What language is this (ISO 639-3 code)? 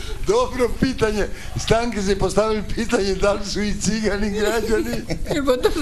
hrv